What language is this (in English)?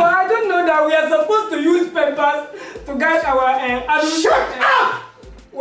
Dagbani